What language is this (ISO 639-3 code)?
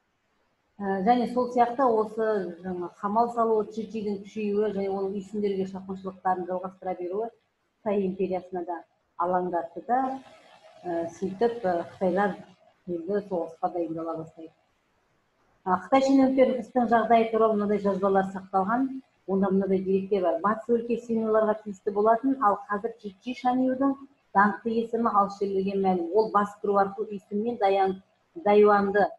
kaz